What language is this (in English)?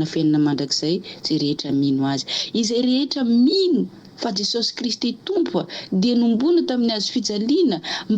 Malagasy